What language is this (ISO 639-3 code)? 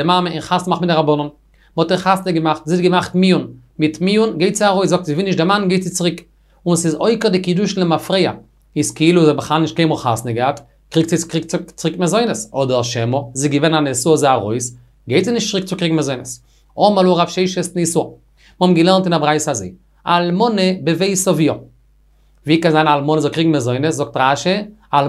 yid